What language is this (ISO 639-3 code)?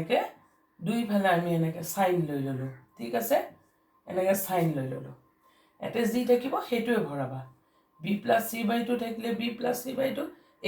asm